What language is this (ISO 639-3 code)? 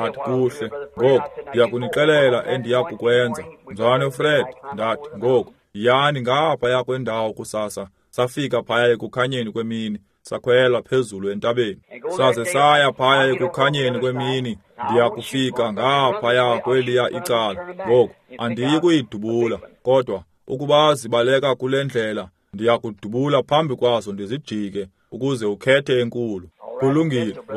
xho